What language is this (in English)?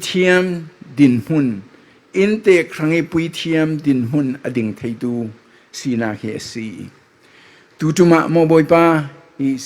Falam Chin